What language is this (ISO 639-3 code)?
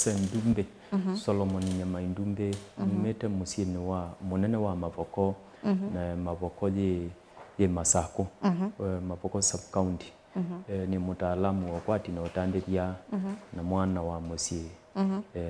kam